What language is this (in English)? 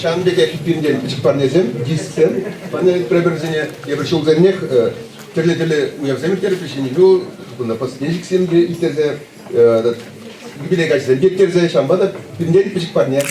Chuvash